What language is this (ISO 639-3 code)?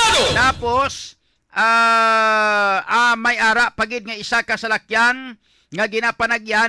hil